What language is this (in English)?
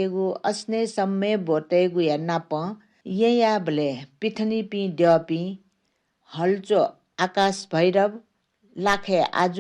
Newari